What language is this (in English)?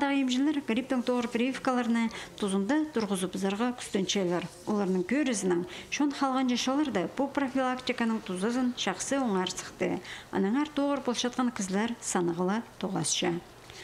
Khakas